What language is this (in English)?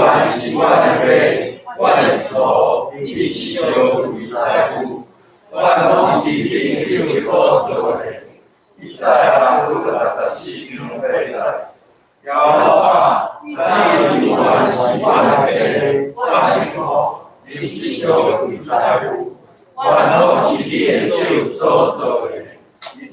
Min Nan Chinese